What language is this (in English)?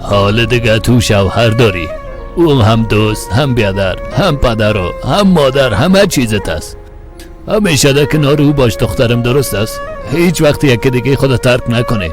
Persian